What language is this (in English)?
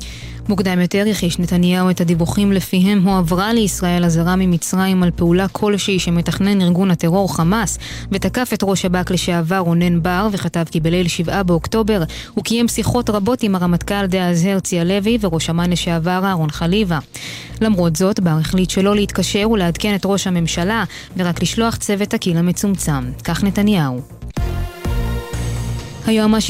Hebrew